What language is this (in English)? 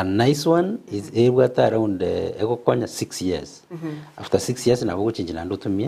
Gusii